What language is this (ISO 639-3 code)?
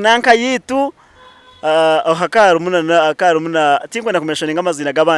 nyn